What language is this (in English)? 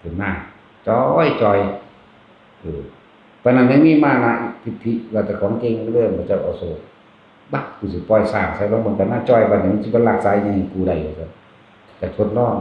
Northeastern Thai